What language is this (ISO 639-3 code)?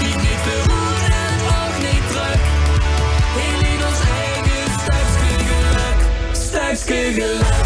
lim